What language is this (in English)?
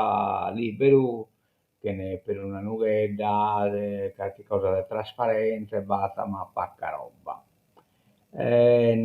Sardinian